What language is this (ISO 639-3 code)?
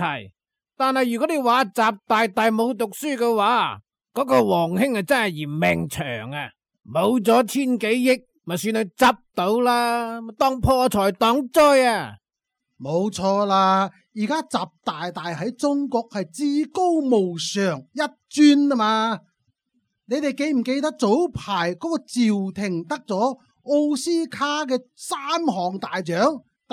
yue